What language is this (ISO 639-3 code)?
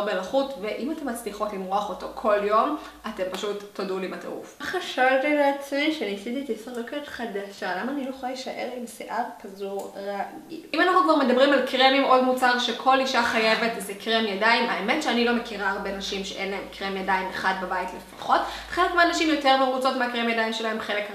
heb